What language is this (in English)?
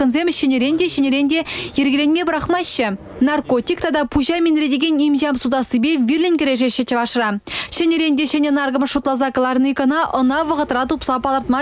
Chuvash